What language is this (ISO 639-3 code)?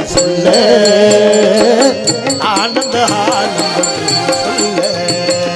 tam